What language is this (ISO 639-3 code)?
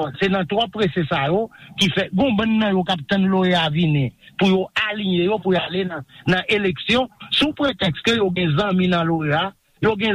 hat